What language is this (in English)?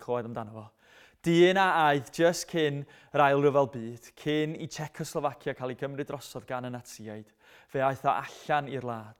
Welsh